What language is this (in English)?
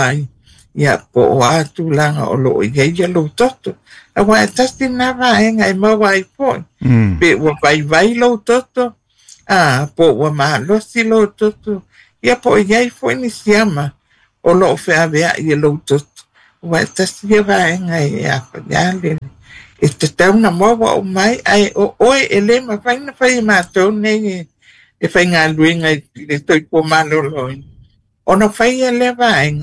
Samoan